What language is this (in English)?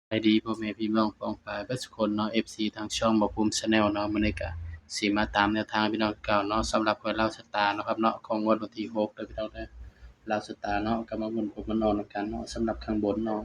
Northeastern Thai